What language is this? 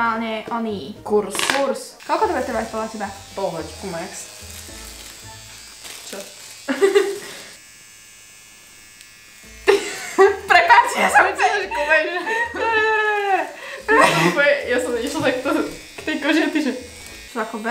Slovak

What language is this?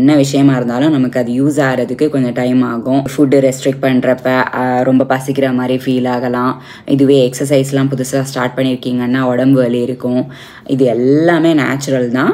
Tamil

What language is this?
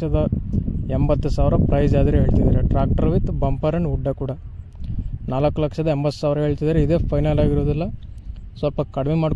Kannada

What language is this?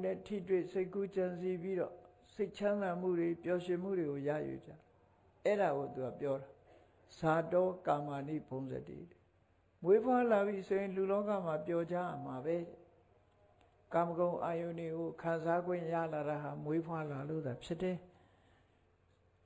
Burmese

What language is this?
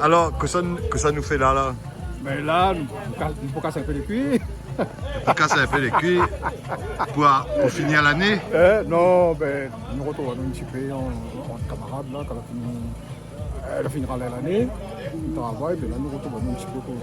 Réunion Creole French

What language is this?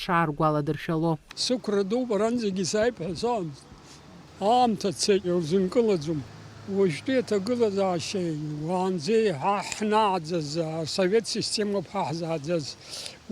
Abkhazian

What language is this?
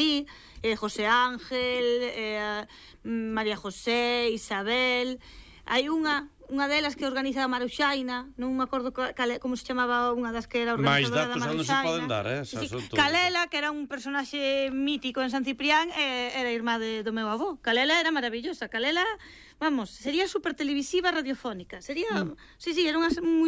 Galician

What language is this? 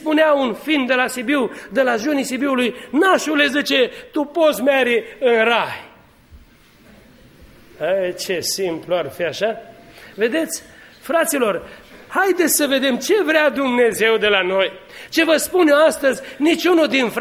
Romanian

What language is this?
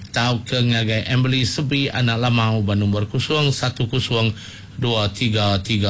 Iban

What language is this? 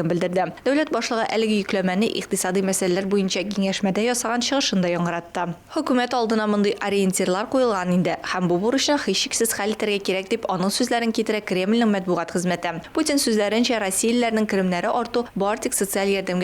Tatar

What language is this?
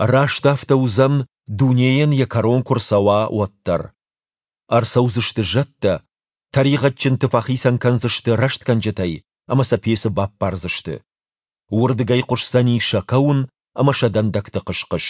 Ossetic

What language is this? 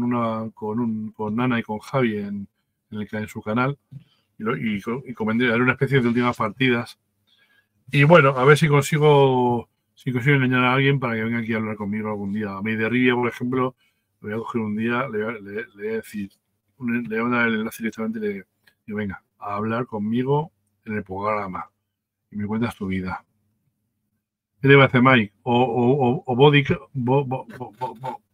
Spanish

